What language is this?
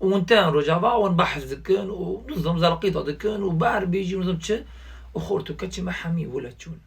Kurdish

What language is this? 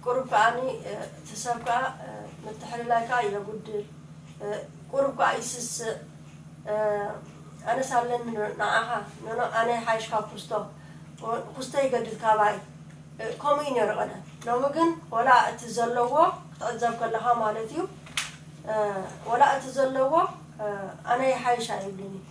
Tigrinya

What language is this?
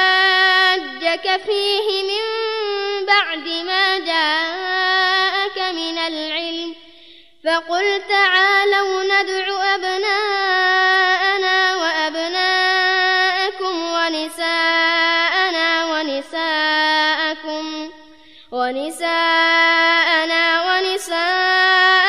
Arabic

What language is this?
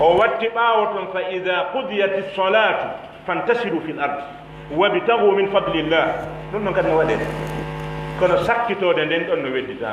Pular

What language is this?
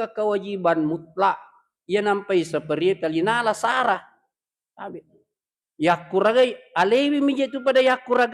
Buginese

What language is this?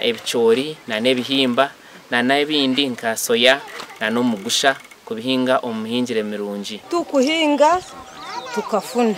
Nyankole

